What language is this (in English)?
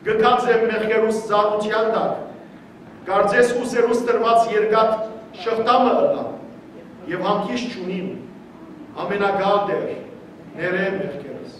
Western Armenian